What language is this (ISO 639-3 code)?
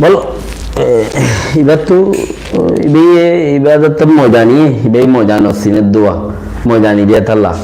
rhg